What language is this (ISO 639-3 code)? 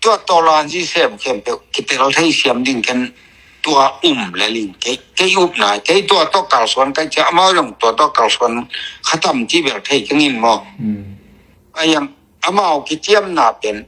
ctd